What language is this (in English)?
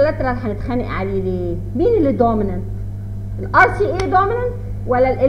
Egyptian Arabic